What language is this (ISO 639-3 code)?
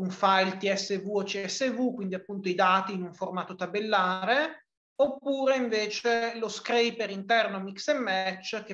ita